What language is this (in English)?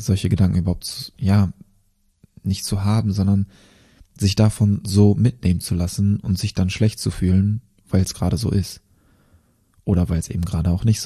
German